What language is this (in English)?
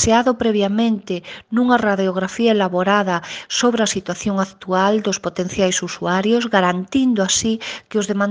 Galician